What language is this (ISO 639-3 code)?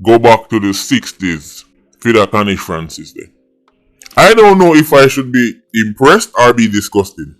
jam